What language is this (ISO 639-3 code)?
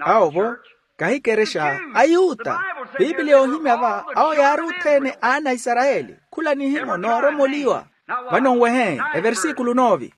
vmw